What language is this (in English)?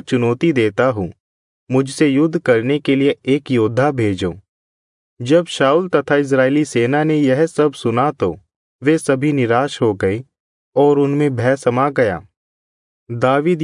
Hindi